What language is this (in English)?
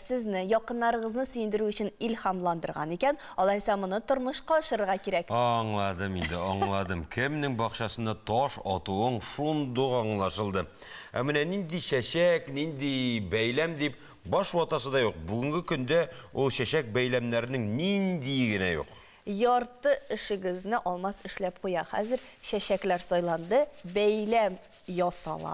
Tatar